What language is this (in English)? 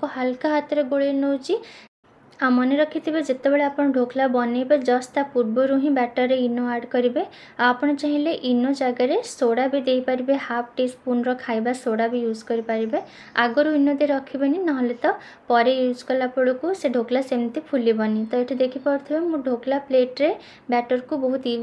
Odia